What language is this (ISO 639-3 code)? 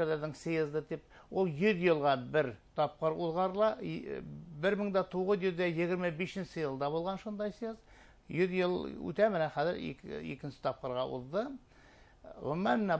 bak